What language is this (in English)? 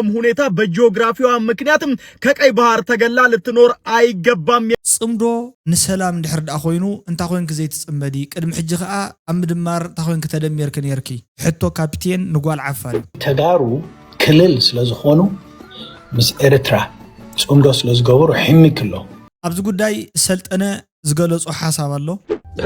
Tigrinya